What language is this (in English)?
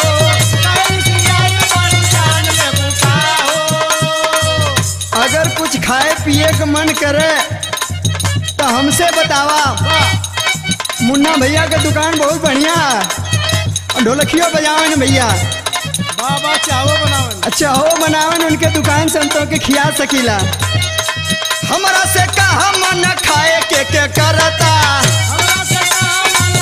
Bhojpuri